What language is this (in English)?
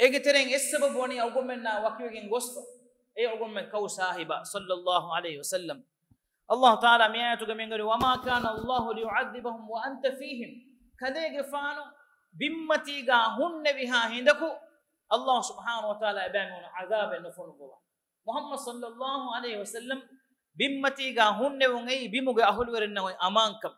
Divehi